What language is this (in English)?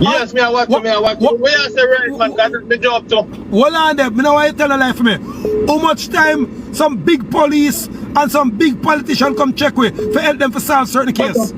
Jamaican Creole English